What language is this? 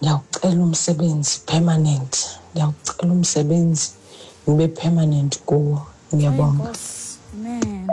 Xhosa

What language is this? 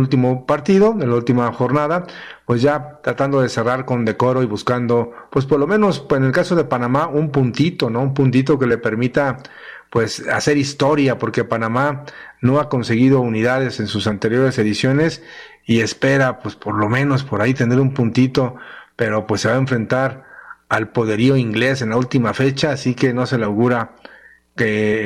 Spanish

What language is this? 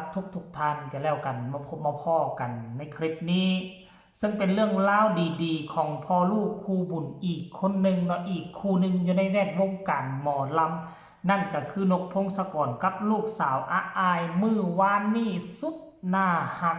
Northeastern Thai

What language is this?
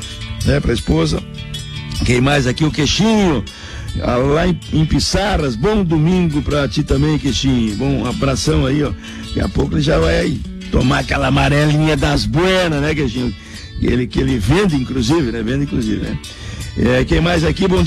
Portuguese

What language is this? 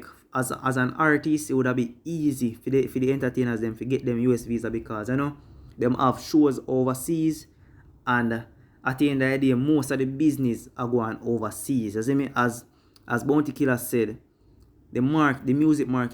Jamaican Creole English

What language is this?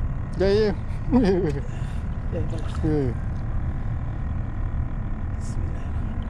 Malay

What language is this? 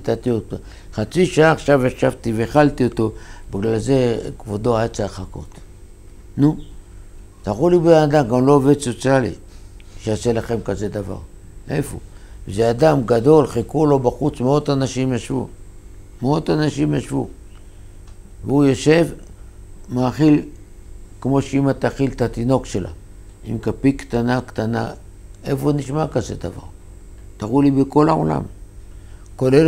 Hebrew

